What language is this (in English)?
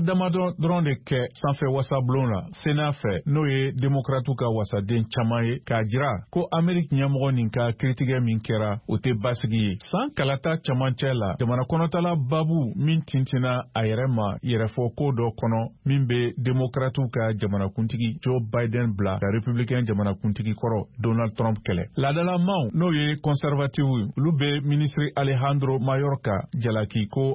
Bambara